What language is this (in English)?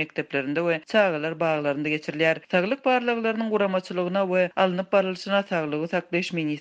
Turkmen